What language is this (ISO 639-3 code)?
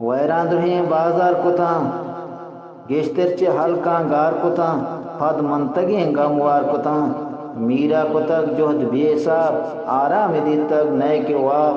bgp